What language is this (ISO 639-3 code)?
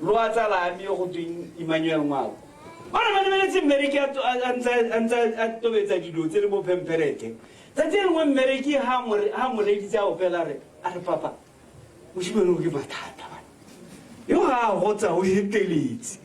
tsn